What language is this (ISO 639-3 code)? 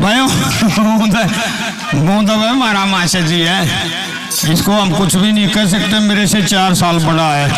bgc